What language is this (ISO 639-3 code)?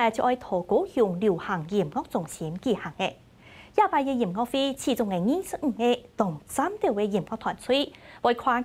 hak